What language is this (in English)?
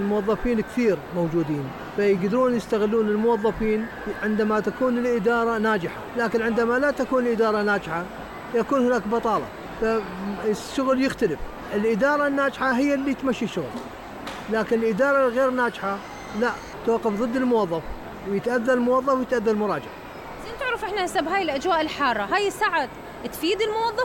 Mesopotamian Arabic